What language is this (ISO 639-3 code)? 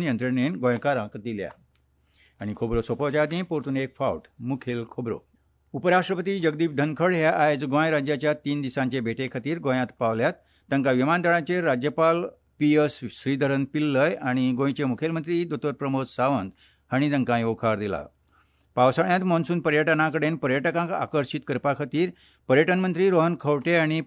kok